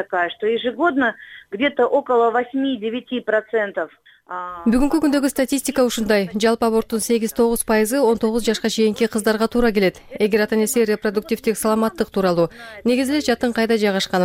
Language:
Kyrgyz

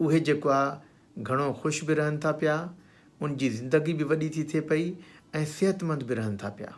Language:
Sindhi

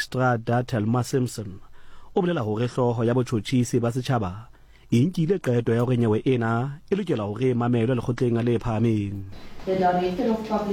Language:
Southern Sotho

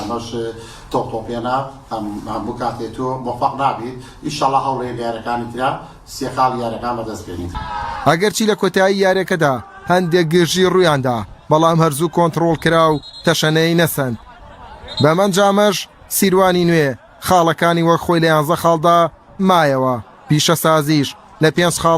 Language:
Central Kurdish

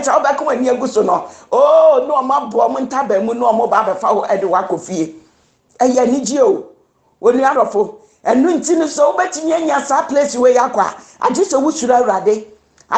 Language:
Akan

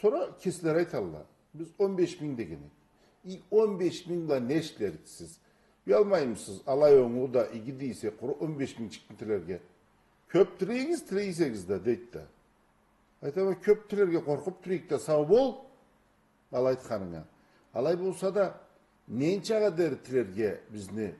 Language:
Karachay-Balkar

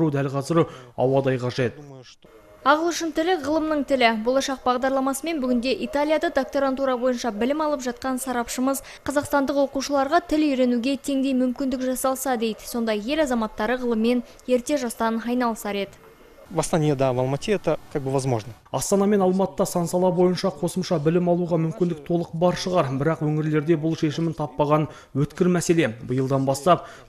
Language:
Kazakh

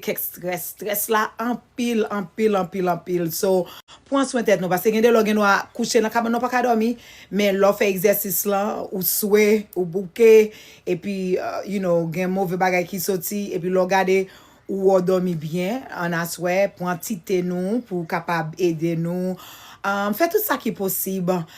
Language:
Haitian Creole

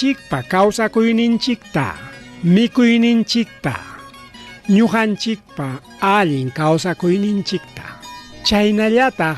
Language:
Ayacucho Quechua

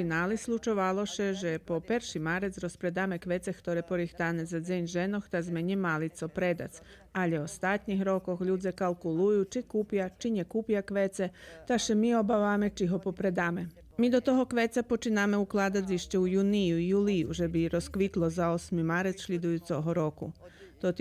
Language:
Rusyn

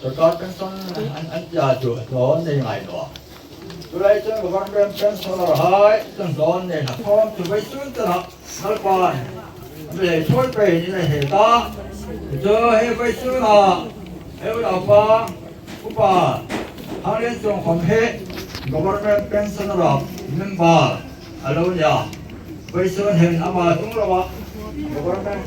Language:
Hmar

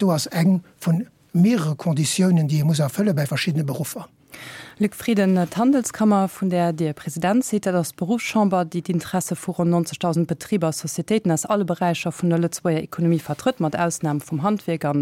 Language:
Luxembourgish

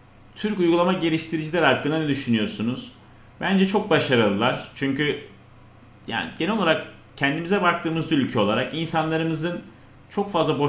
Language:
Turkish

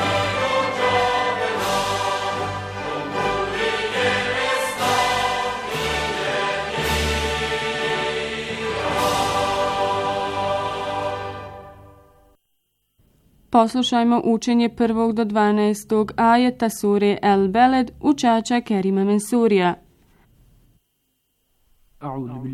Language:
Bosnian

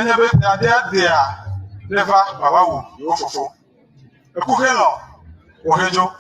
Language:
Ewe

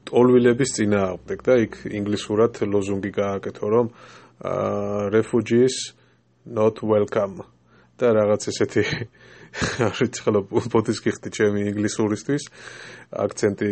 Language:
Georgian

